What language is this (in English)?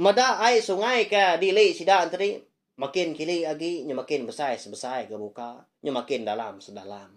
Iban